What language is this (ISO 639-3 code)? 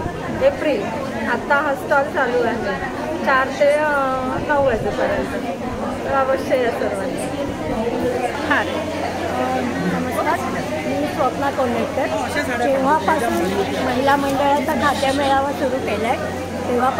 mar